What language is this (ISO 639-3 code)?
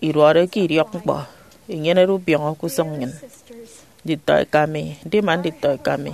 efi